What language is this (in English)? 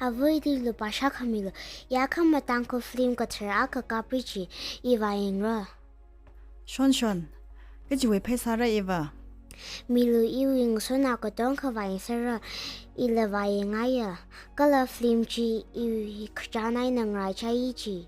Tangkhul Naga (India)